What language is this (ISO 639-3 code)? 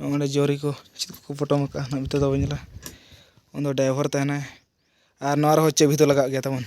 sat